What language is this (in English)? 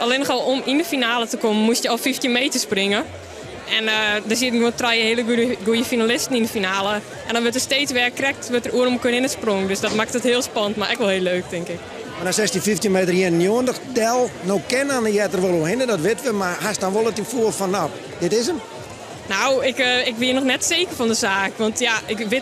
Western Frisian